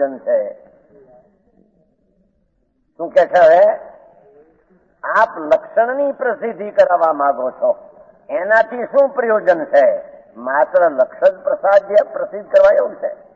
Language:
Gujarati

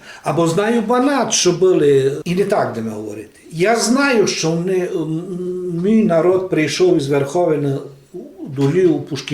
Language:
Rusyn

